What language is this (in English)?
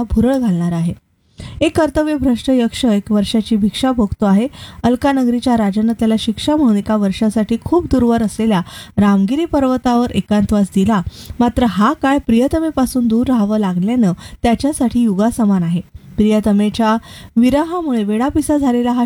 Marathi